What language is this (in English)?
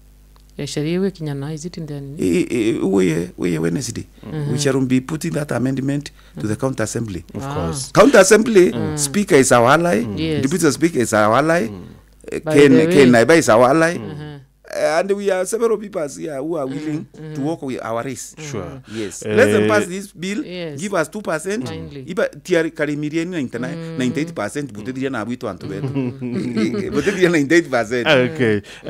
Meru